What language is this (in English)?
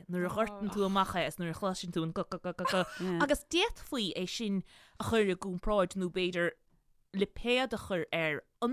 Irish